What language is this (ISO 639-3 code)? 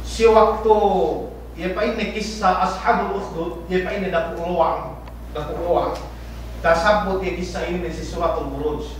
yka